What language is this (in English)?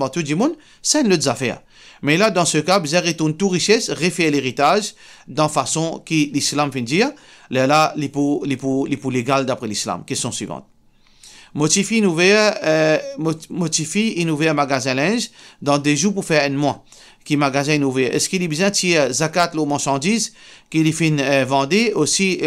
Morisyen